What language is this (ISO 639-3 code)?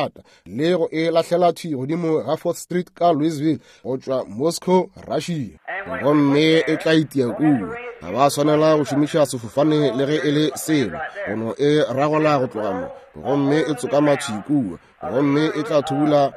nso